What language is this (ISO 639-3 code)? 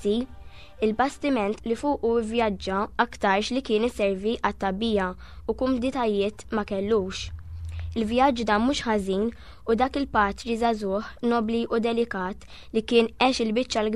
mlt